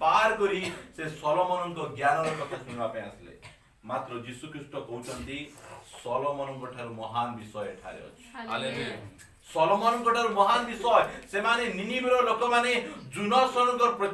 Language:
Odia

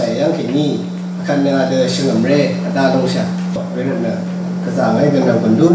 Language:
Rawang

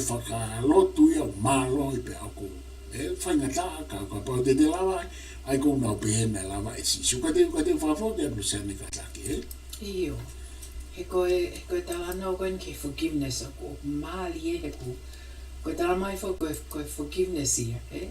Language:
Tongan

